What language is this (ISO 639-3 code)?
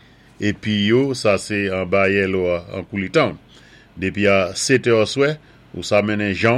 acf